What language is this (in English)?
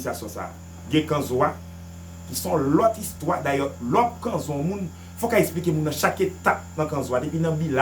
Haitian Creole